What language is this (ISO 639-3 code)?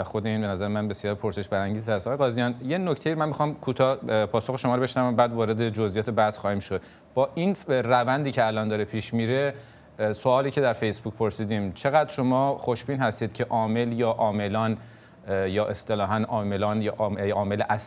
fas